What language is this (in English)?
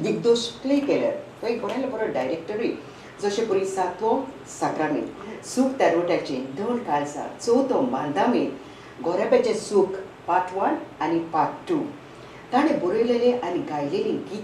Konkani